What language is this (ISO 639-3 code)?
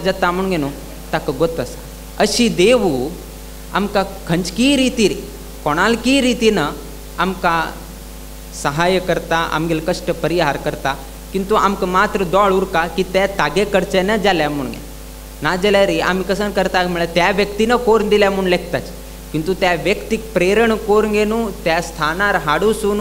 kok